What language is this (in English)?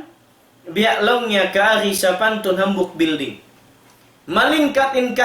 Tausug